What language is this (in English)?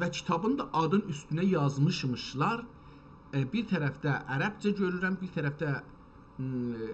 South Azerbaijani